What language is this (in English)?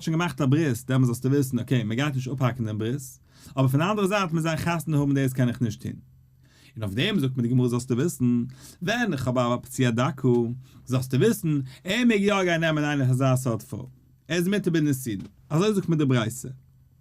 Yiddish